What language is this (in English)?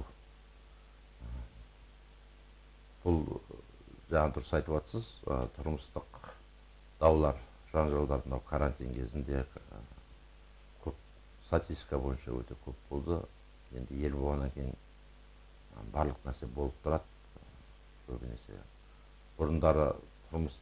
Kazakh